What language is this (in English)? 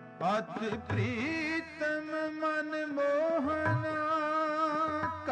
Punjabi